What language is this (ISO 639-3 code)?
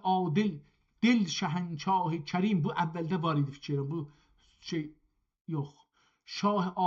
azb